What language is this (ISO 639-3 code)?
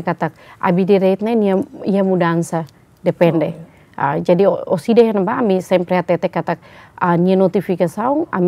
tet